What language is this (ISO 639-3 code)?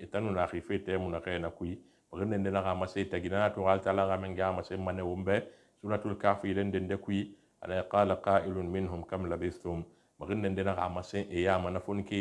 sus